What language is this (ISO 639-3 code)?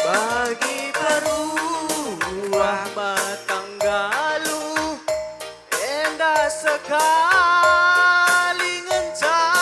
btx